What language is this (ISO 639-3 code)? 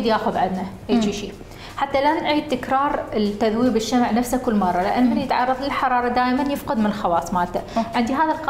acm